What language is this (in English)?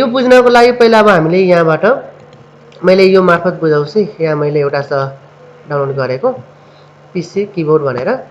Nepali